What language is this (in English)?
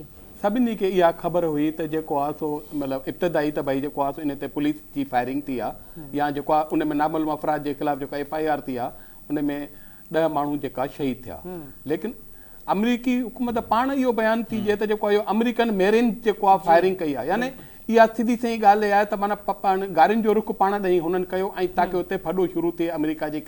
Sindhi